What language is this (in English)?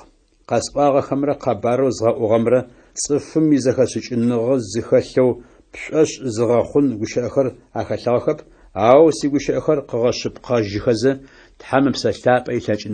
Adyghe